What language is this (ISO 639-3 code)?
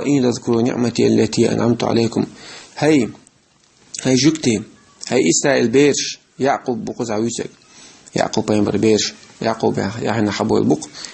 che